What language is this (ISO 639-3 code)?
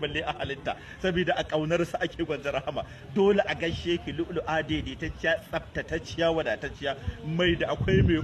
hau